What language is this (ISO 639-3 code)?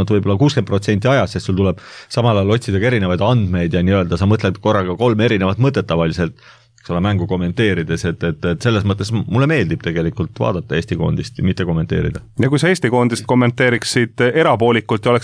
est